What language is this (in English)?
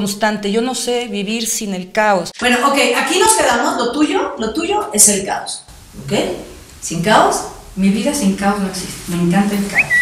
Spanish